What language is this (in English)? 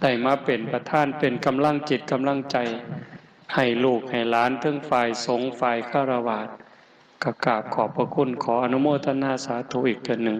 Northeastern Thai